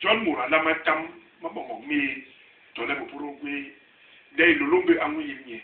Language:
Basaa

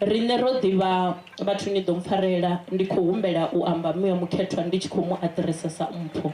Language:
Venda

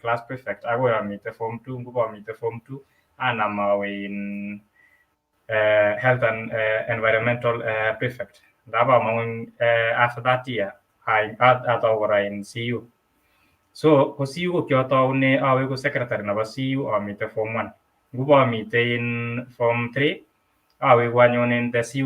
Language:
Kalenjin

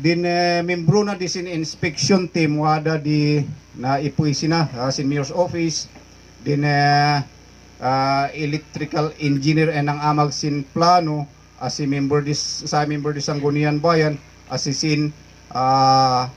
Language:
Kankanaey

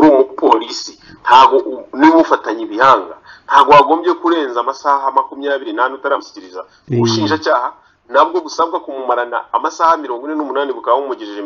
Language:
Kinyarwanda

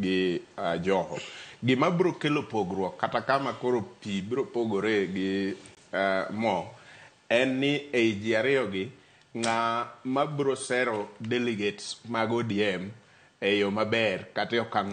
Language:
Luo (Kenya and Tanzania)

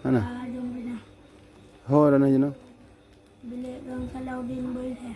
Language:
Achinese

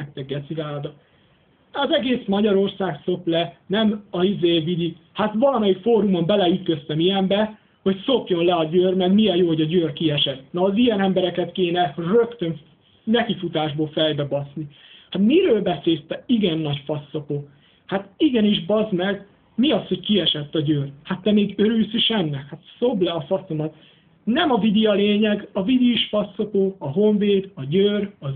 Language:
Hungarian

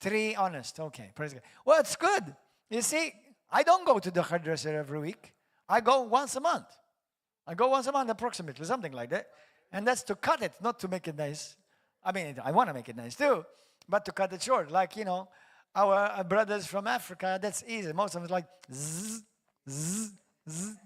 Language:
English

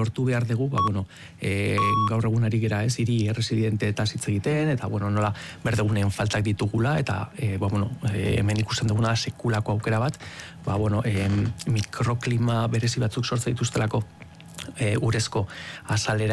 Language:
Basque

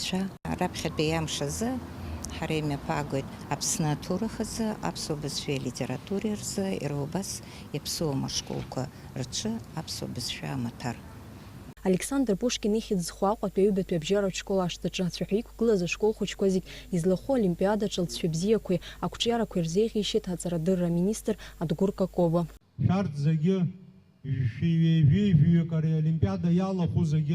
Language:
Abkhazian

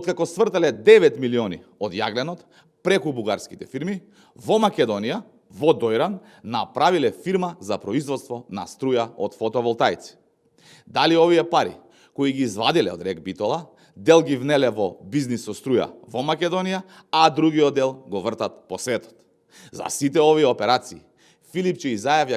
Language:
Macedonian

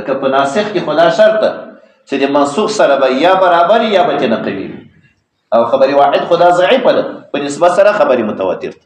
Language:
Pashto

